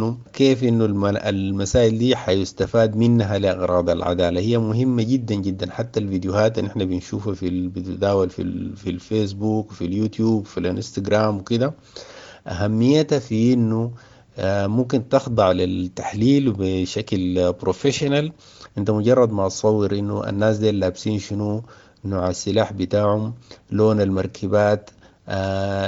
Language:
Sudanese Arabic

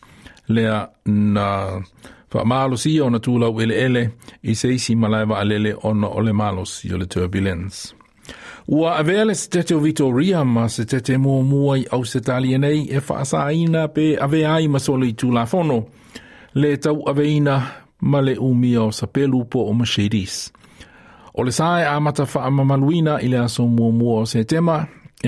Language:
Samoan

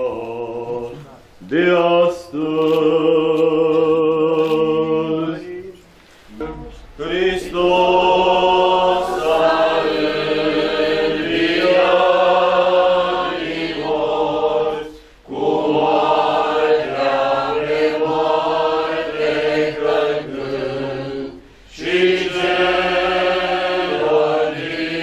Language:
Romanian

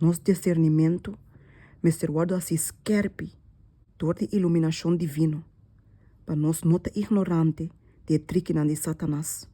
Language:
Papiamento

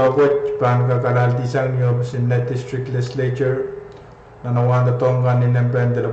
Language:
Pohnpeian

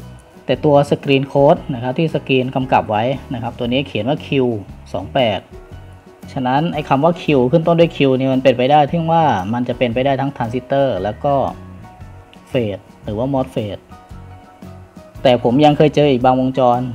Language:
Thai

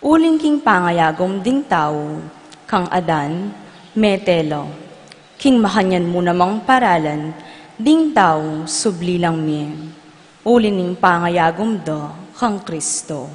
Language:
Pampanga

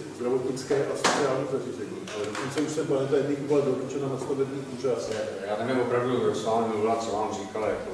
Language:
Czech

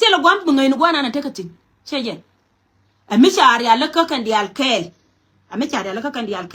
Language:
Nuer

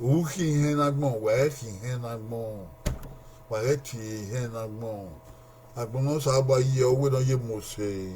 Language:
Bini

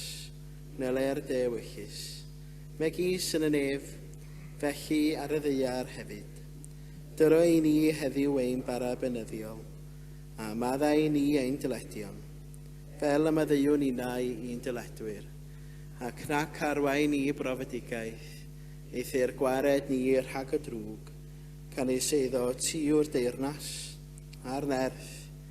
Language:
Welsh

